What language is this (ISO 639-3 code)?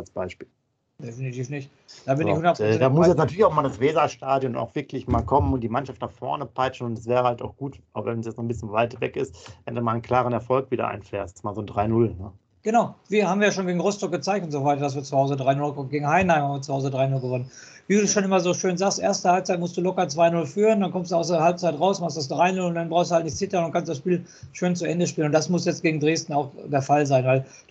deu